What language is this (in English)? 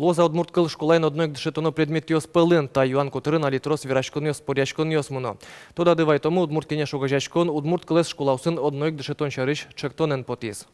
Udmurt